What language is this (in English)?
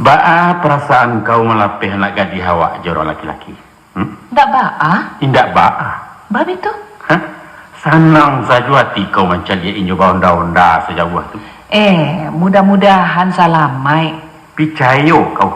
Minangkabau